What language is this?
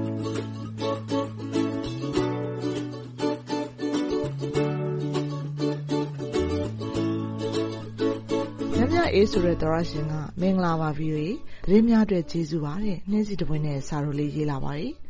Burmese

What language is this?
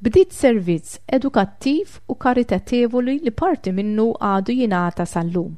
Maltese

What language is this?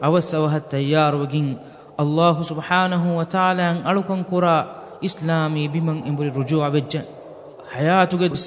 Divehi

